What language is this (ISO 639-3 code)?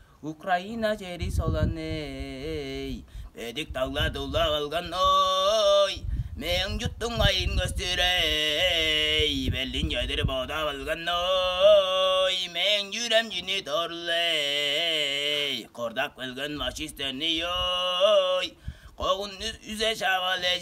tyv